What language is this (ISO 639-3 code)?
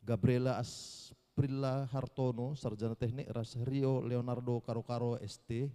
btx